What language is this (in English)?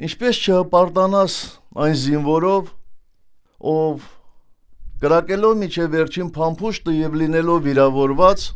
Armenian